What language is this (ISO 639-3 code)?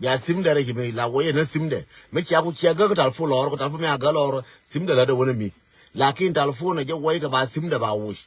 nus